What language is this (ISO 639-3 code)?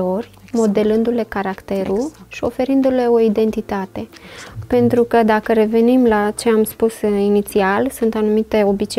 ron